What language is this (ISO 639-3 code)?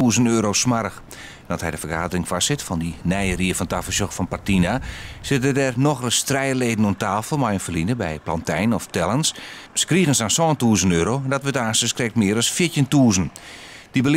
fry